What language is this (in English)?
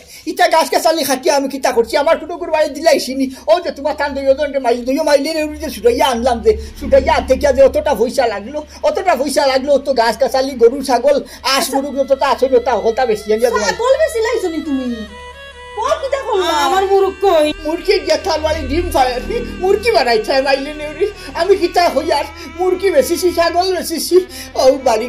Sylheti